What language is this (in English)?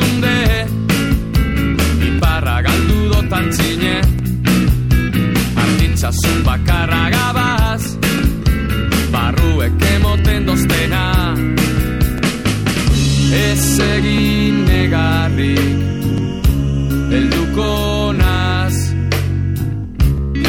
Basque